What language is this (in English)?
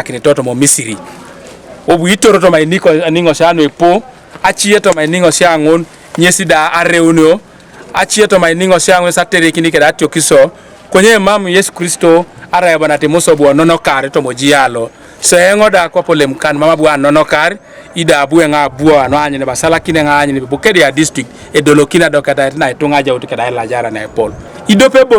Teso